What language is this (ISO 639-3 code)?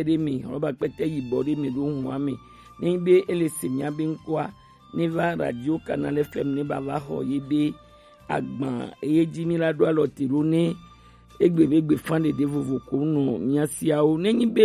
gej